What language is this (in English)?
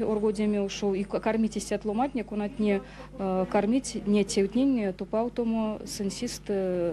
Erzya